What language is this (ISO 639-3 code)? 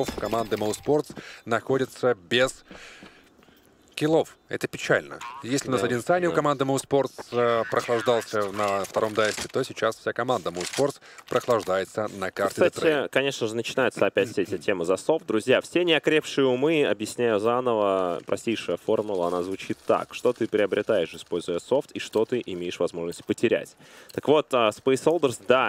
rus